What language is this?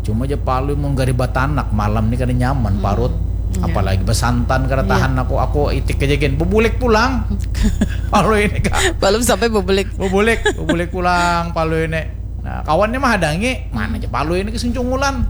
Banjar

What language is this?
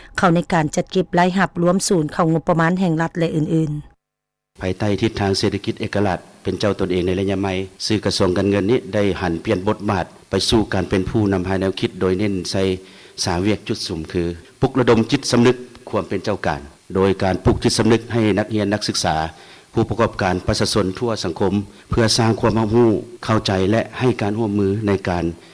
Lao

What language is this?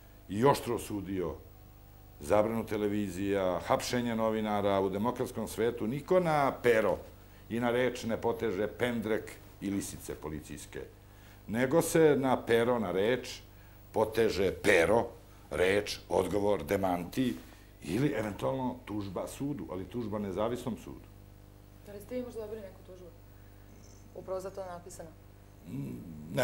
Serbian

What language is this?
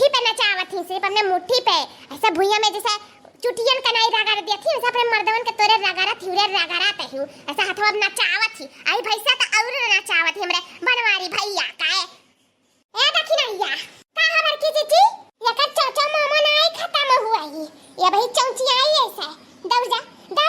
Awadhi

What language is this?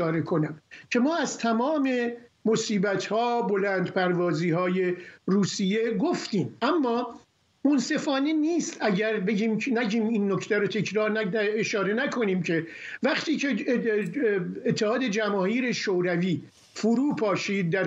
Persian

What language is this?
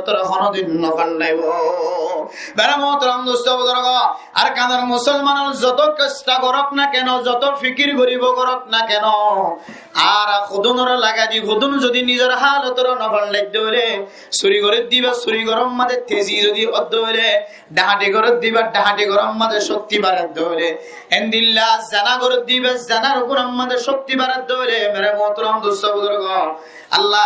Rohingya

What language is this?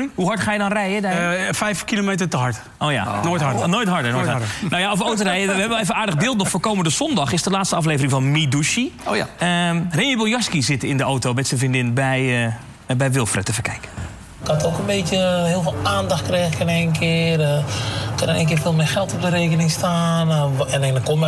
Dutch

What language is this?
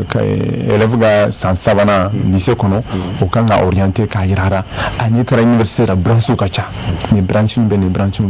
Bambara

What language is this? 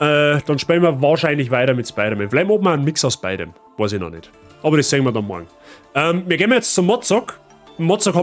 Bavarian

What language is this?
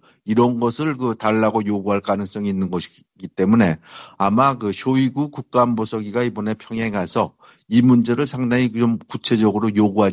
Korean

